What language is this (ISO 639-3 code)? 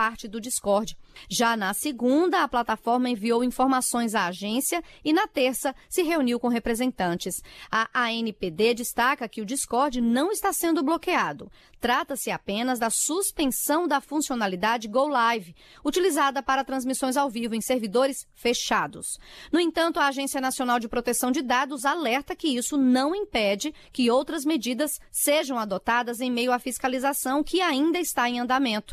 por